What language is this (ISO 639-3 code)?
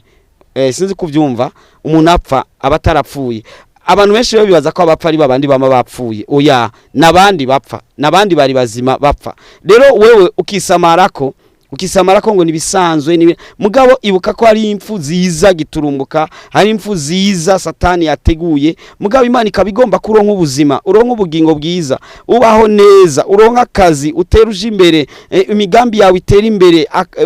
run